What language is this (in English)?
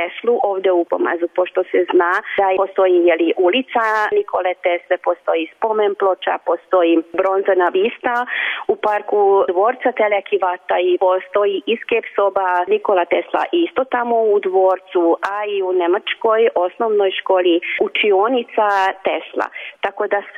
Serbian